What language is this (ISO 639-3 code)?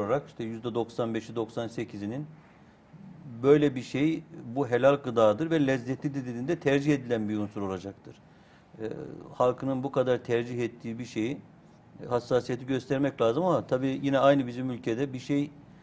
tur